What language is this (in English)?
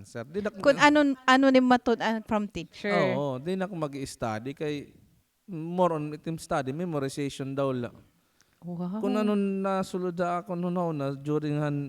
Waray